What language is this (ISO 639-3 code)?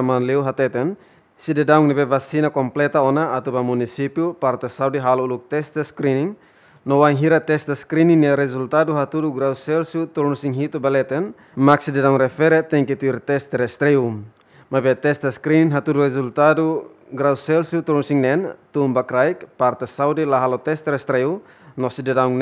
tet